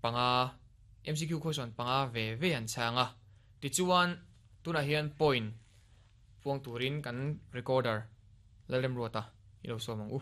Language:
Mizo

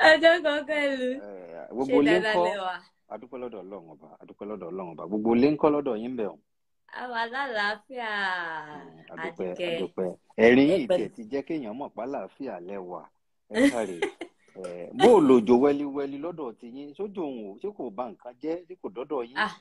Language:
Yoruba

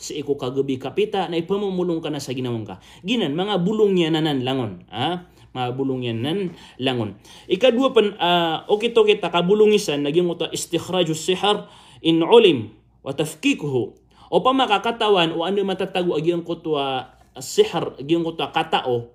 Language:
Maranao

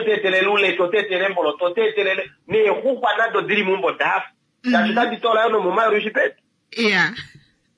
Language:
Kuanyama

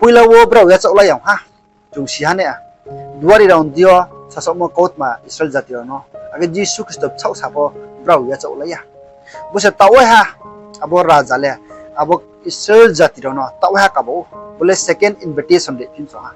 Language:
Riang (India)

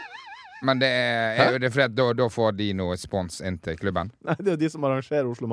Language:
Norwegian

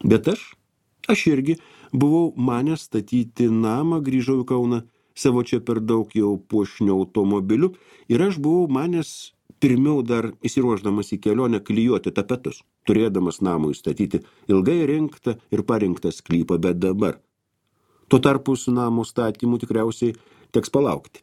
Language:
Lithuanian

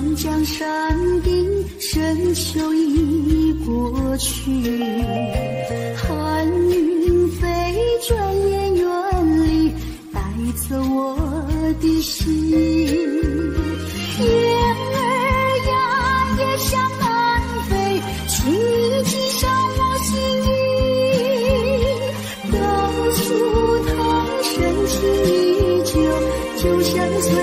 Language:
Chinese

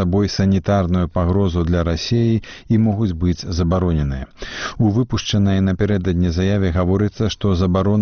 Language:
Belarusian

